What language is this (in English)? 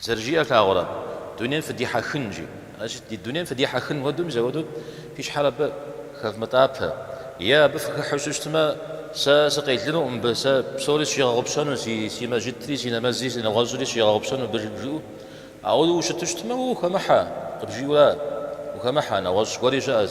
Kabardian